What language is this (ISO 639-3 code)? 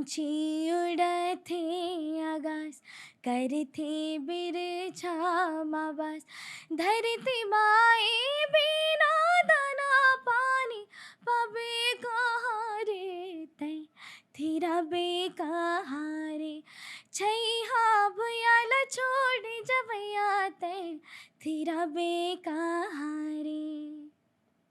hne